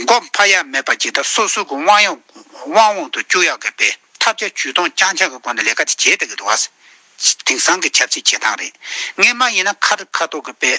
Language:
Tibetan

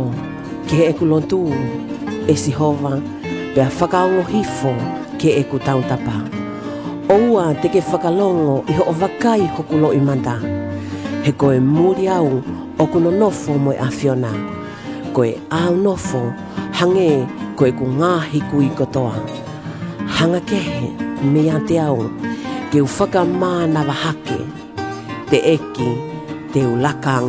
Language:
Tongan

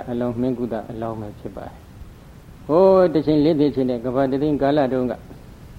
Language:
Burmese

